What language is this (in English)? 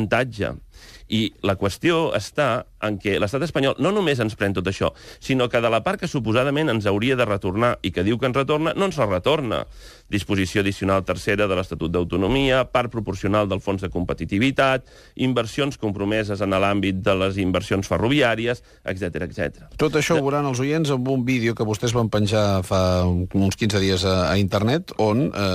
Catalan